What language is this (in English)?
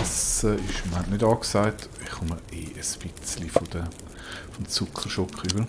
Swiss German